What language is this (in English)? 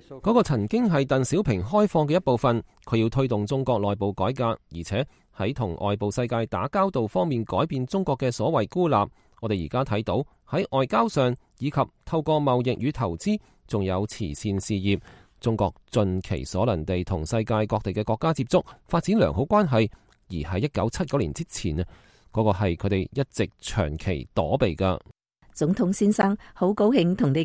Cantonese